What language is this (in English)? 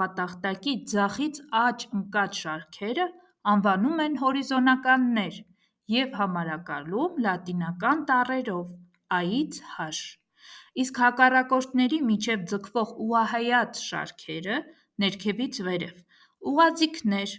Armenian